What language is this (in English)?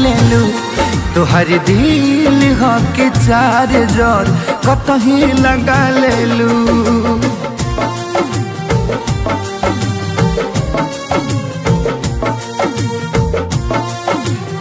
Bhojpuri